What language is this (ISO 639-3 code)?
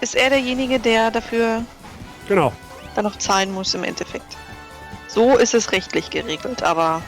bar